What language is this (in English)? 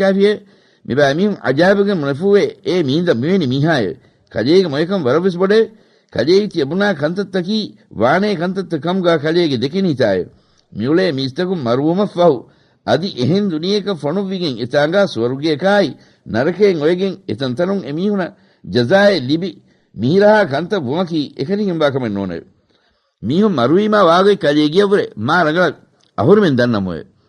Divehi